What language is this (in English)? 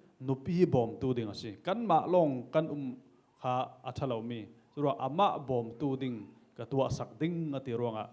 Falam Chin